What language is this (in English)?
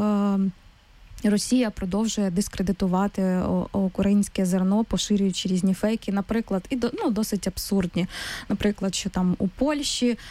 Ukrainian